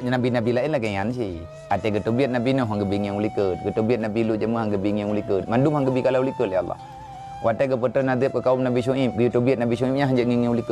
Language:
Achinese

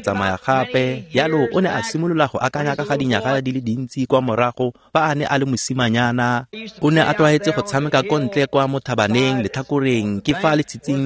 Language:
Tswana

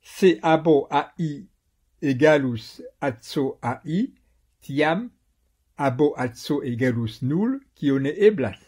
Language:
Esperanto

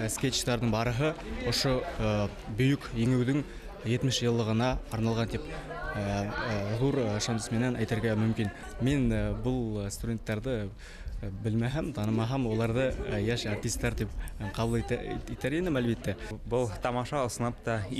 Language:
Bashkir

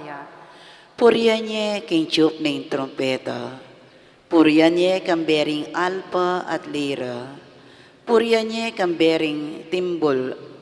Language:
Pampanga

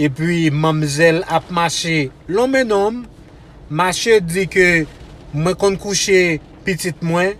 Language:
Haitian Creole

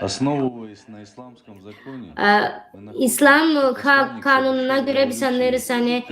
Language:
Gagauz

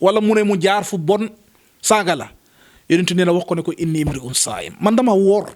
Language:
Wolof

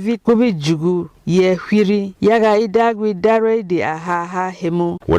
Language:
Berom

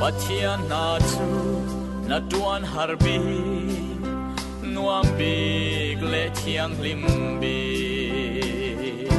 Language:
Falam Chin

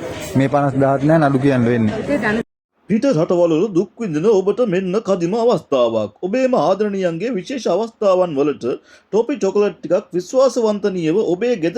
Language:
Sinhala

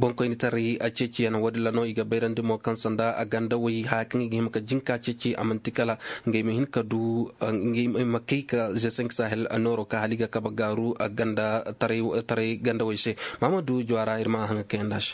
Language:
Koyraboro Senni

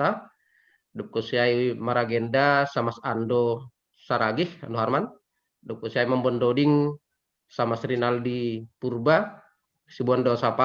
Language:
Batak Simalungun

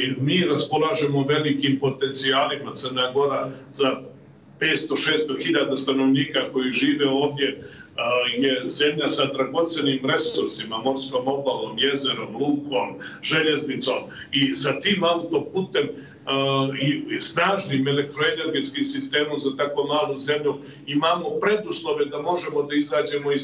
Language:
Serbian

